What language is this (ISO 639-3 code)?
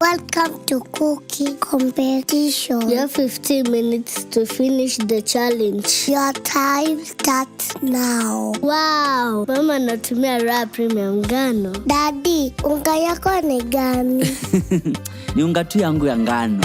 mer